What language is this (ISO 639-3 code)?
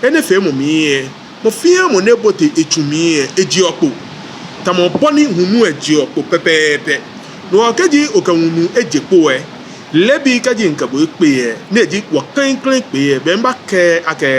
gaa